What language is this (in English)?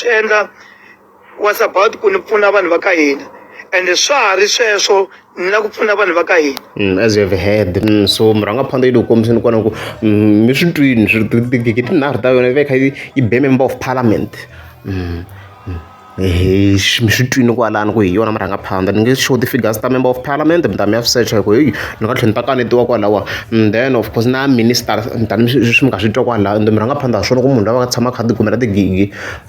Tsonga